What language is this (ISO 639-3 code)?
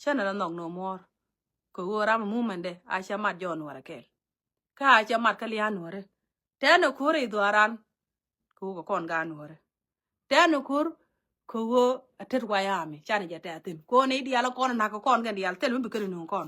nus